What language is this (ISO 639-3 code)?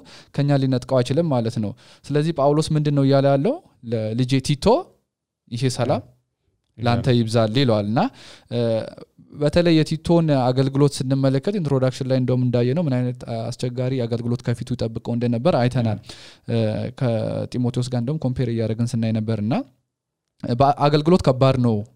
amh